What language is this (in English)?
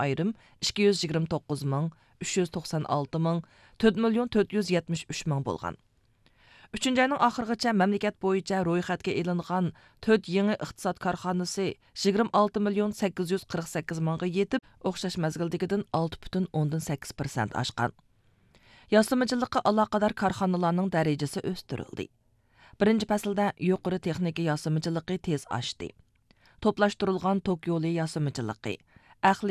Uyghur